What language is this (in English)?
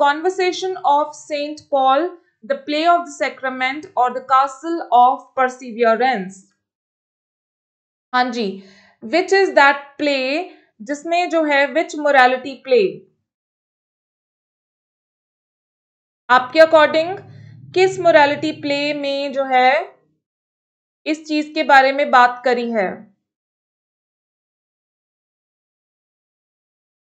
Hindi